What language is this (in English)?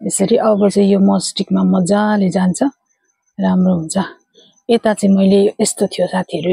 Nepali